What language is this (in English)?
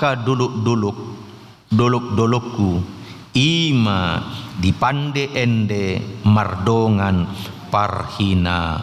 Batak Toba